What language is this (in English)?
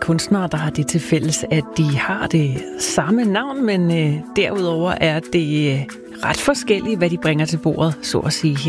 Danish